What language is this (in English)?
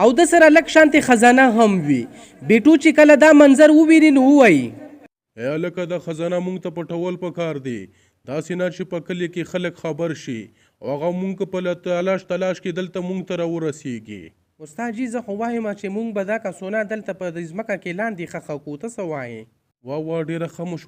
Pashto